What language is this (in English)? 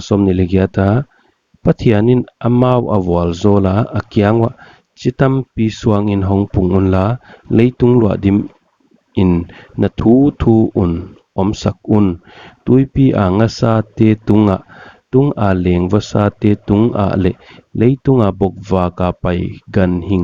Paite Chin